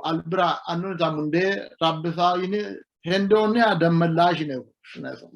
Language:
Sidamo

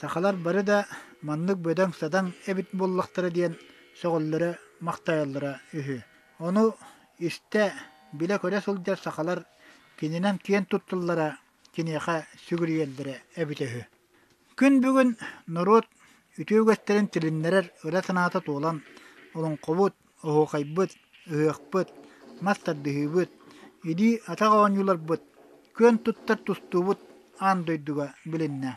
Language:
Yakut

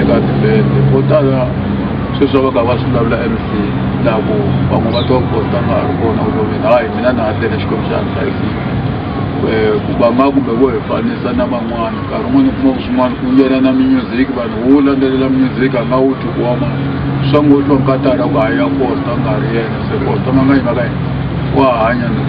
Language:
Tsonga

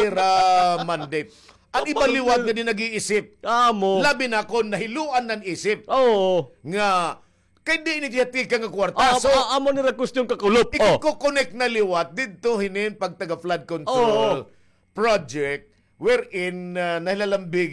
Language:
Waray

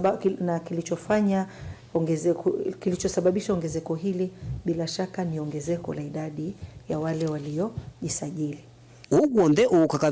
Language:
Kamba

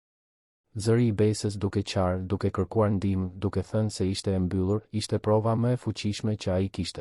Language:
Albanian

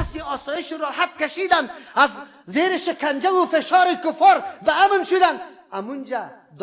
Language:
Persian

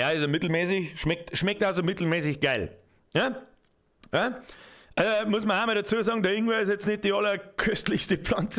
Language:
Bavarian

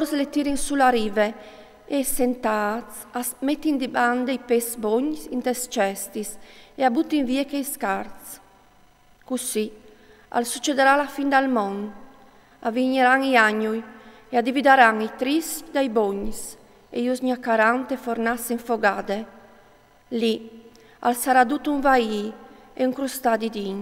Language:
Friulian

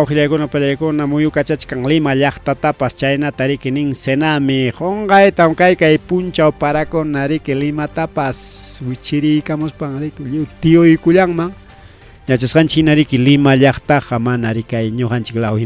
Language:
Ayacucho Quechua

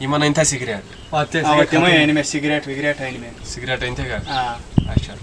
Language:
Kashmiri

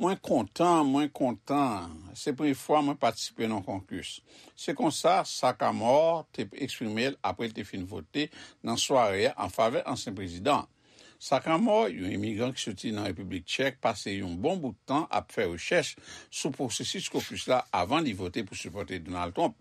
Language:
Haitian Creole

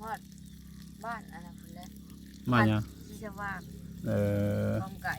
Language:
Northeastern Thai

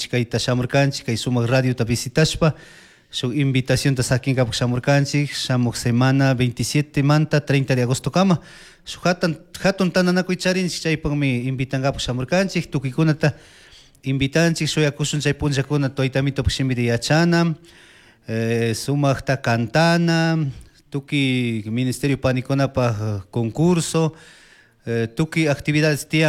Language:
Chimborazo Highland Quichua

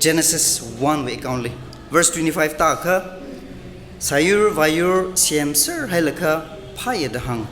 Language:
Tangkhul Naga (India)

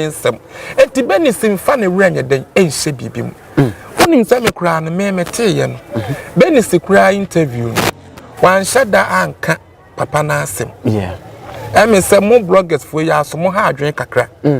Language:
Akan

